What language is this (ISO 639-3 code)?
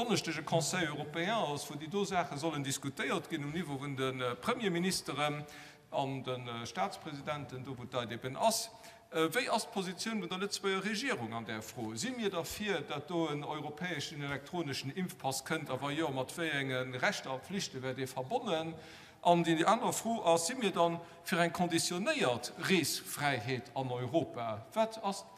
ltz